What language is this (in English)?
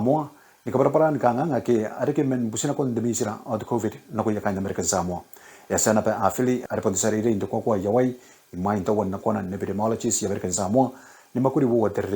Gilbertese